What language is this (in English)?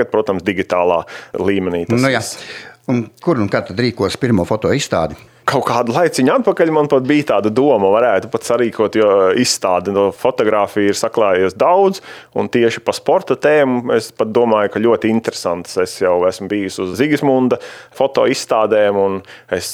Latvian